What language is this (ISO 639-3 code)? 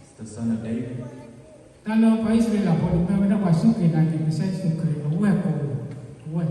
ksw